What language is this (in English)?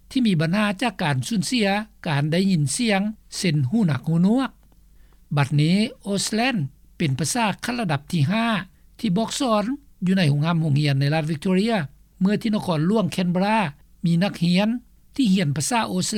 Lao